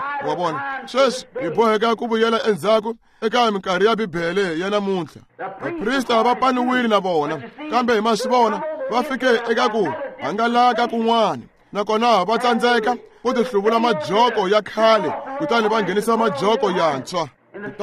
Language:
Tsonga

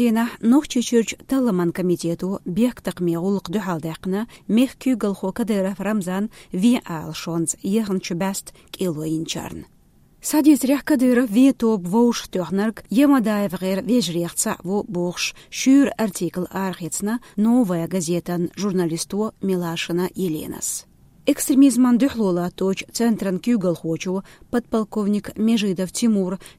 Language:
Chechen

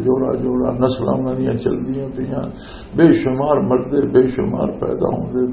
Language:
Western Panjabi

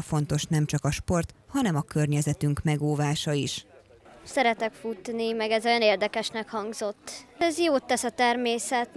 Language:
Hungarian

